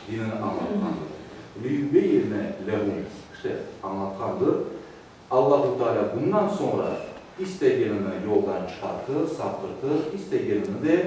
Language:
Crimean Tatar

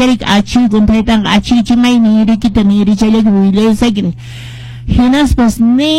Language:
Quechua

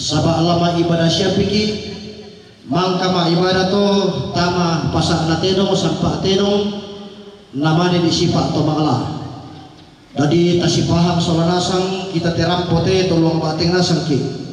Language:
Toraja-Sa'dan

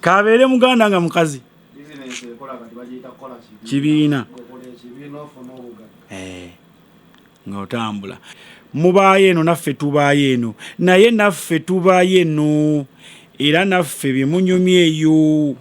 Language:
Ganda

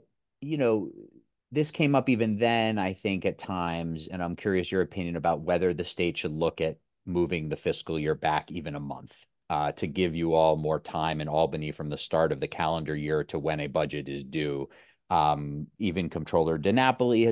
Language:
English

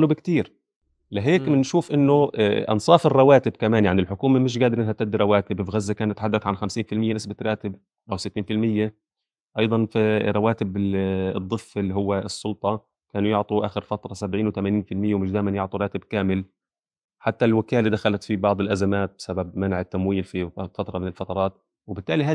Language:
North Levantine Arabic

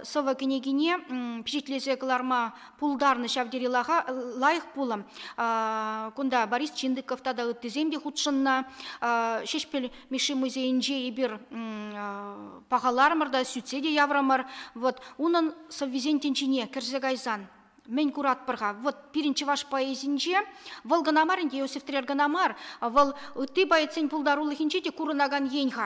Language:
Chuvash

